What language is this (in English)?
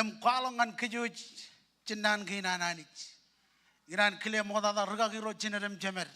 Marshallese